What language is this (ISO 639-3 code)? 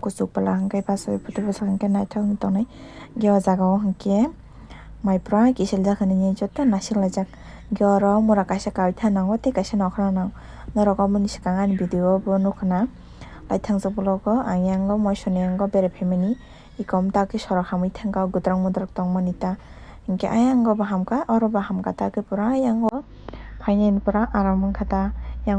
trp